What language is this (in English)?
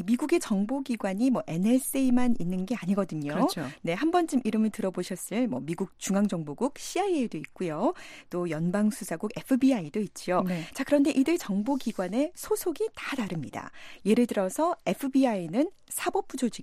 Korean